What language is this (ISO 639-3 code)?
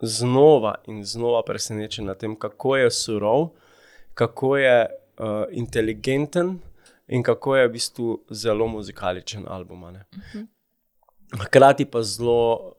slv